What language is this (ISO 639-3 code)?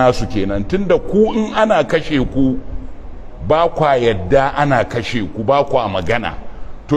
hau